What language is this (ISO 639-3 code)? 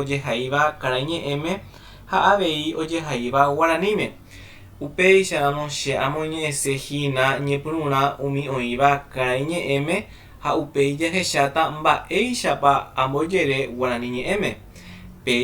grn